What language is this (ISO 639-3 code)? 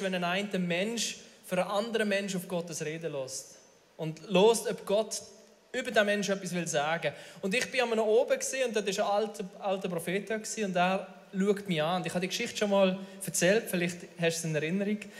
gsw